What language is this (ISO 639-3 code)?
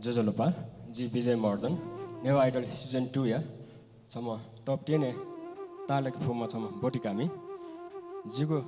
new